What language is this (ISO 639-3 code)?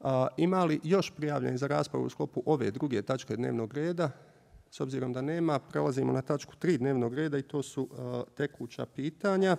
bos